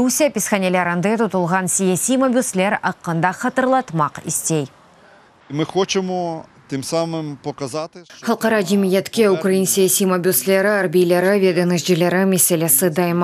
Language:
Crimean Tatar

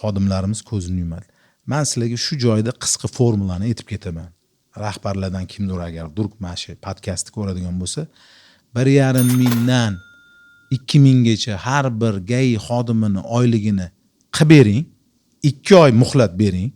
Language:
Uzbek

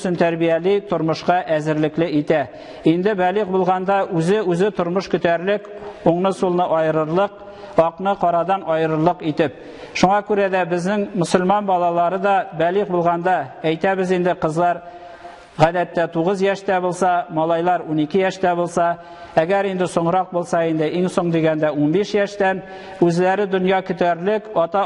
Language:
Tatar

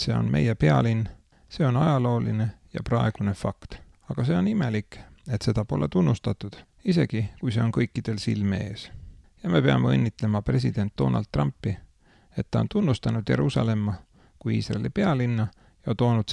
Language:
Estonian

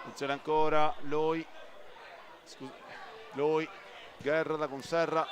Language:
Sardinian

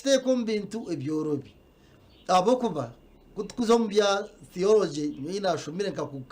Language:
Nyankole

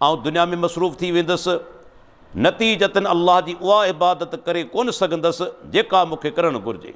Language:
Sindhi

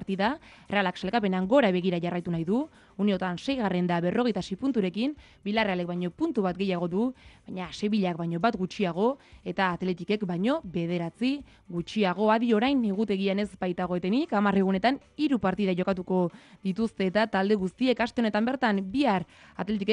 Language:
Basque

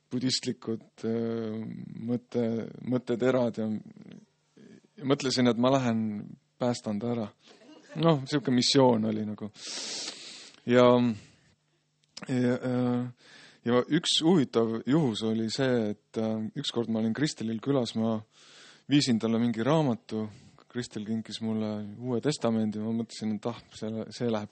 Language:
Estonian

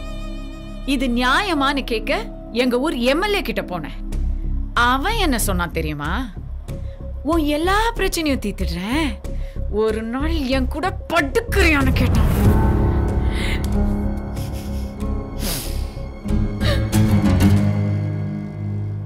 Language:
Tamil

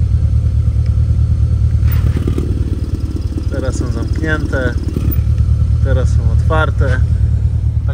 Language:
Polish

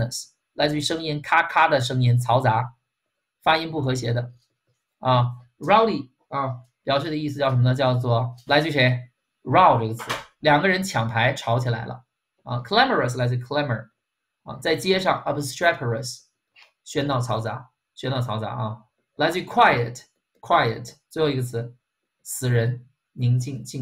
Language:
Chinese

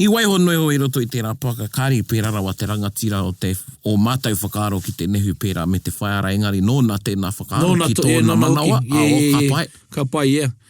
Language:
Māori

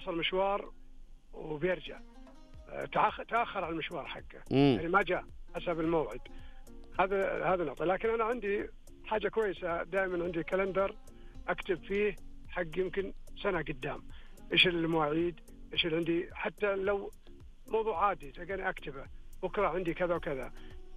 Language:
Najdi Arabic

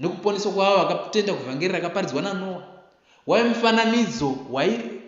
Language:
Shona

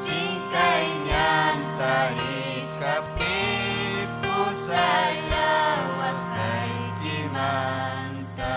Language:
Ayacucho Quechua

